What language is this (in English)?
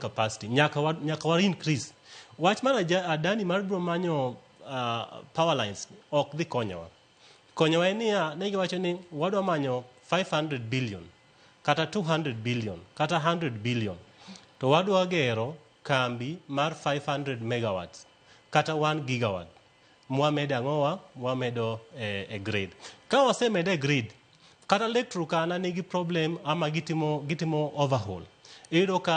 Luo (Kenya and Tanzania)